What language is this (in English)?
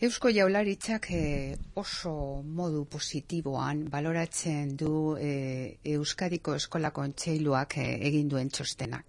Basque